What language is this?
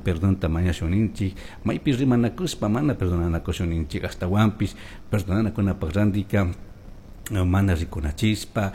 Chimborazo Highland Quichua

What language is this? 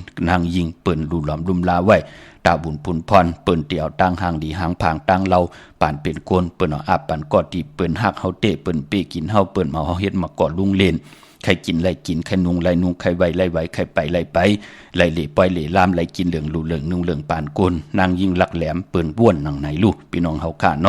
Shan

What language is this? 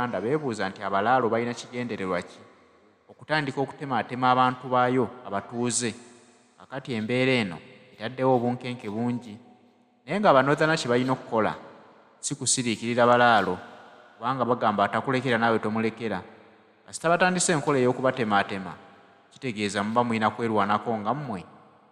Ganda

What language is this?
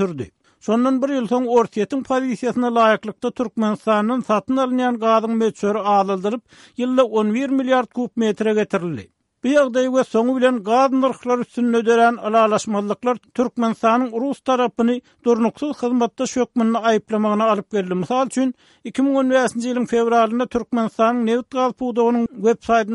Turkmen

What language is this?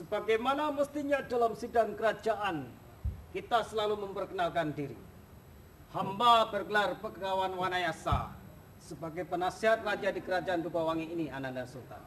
Banjar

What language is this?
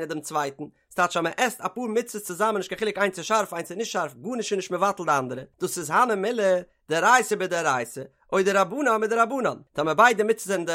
Yiddish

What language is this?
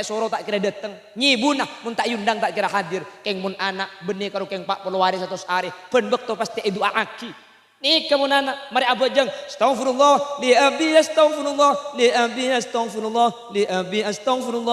Madurese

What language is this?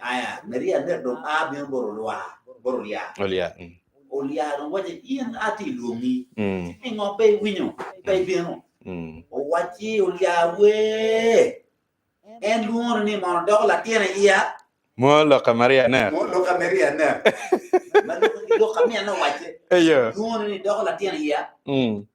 Acoli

